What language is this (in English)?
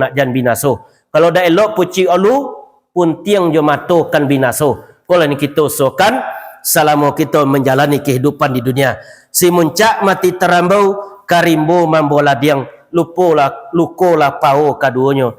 Minangkabau